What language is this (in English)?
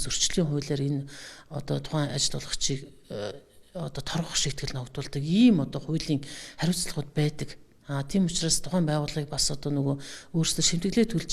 Mongolian